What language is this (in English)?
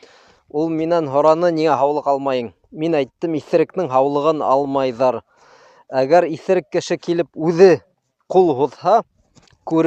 Bashkir